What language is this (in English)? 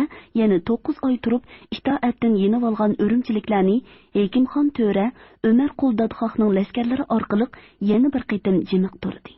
Uyghur